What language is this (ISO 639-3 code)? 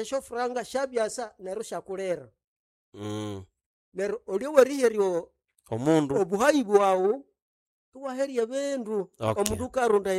nnb